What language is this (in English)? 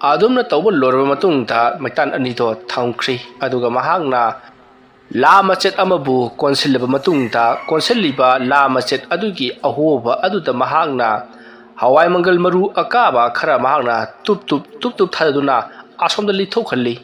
Manipuri